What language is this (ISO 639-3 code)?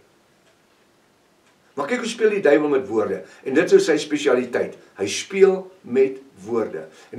afr